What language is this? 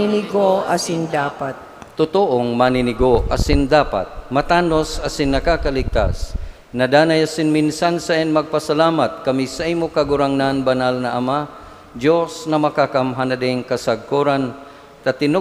Bikol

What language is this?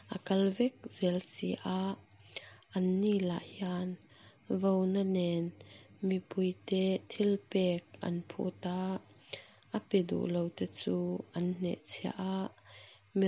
Mizo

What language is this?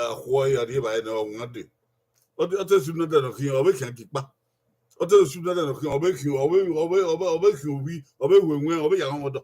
Bini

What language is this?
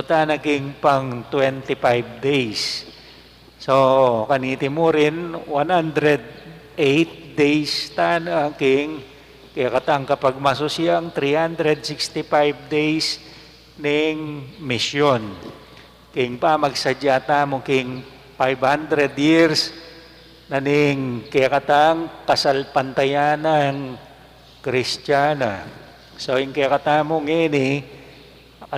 Pampanga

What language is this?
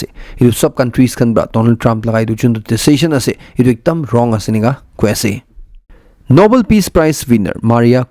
Naga Pidgin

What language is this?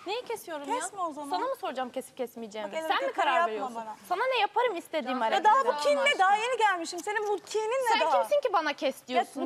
Turkish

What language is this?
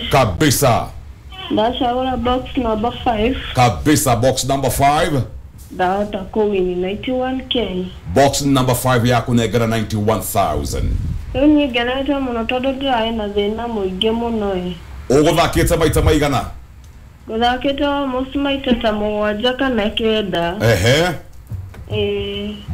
Kikuyu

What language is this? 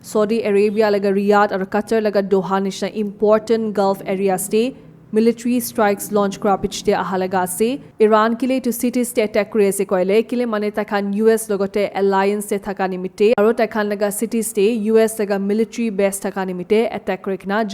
Naga Pidgin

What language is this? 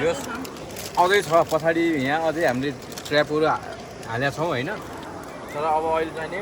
Nepali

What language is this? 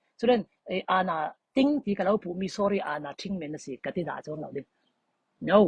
Falam Chin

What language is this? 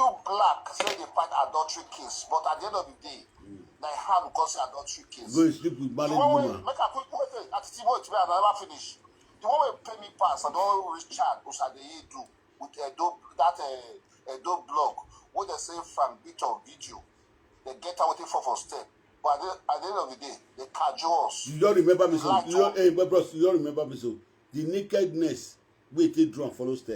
Nigerian Pidgin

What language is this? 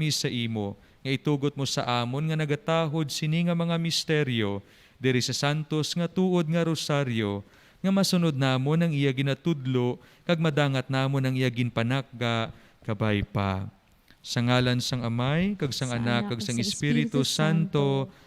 Hiligaynon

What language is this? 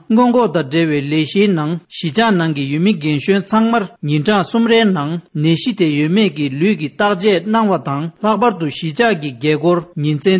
Tibetan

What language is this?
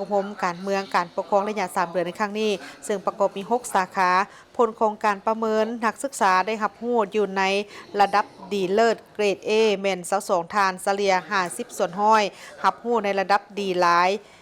Lao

